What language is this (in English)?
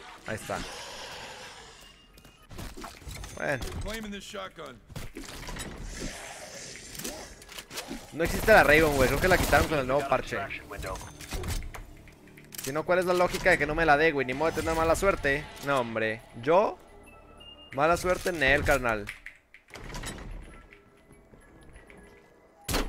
Spanish